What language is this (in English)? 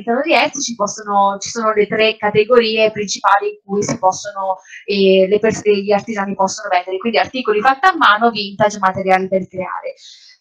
Italian